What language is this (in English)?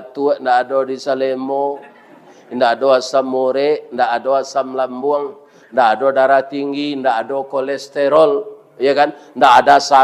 Minangkabau